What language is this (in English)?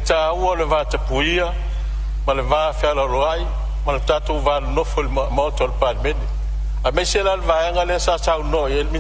Samoan